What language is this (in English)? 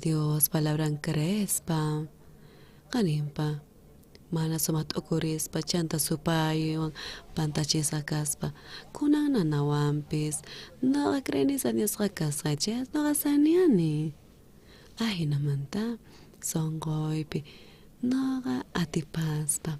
South Bolivian Quechua